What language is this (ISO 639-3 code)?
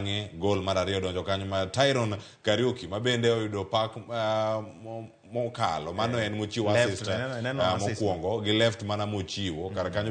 luo